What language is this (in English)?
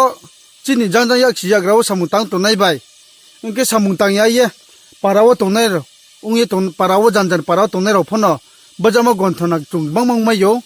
Riang (India)